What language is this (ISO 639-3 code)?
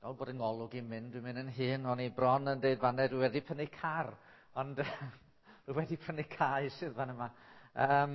cym